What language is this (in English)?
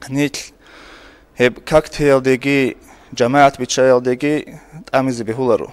Avaric